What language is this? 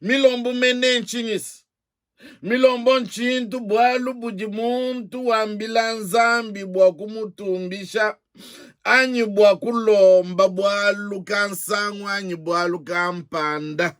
Luba-Lulua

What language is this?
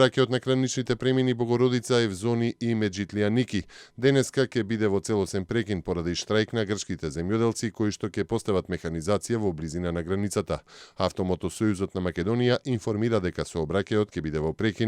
Macedonian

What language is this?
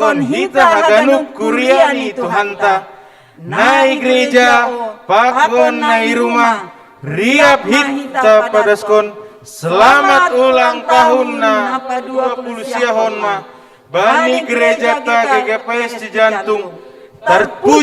Batak Simalungun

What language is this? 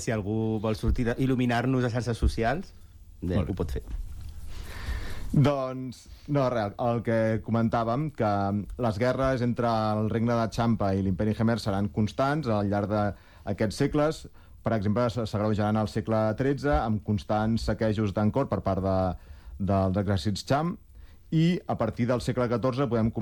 Catalan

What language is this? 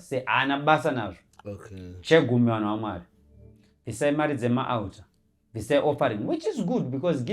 Shona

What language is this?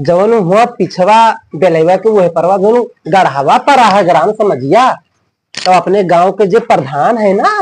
Awadhi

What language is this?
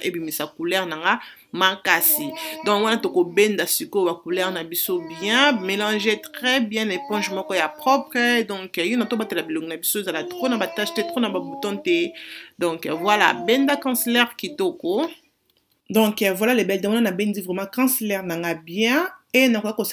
Lingala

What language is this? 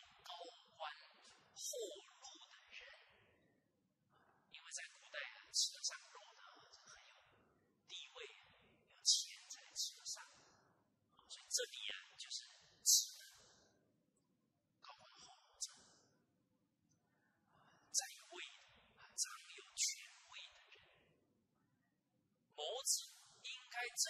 Chinese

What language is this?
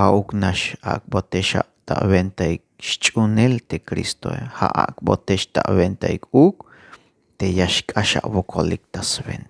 Tzeltal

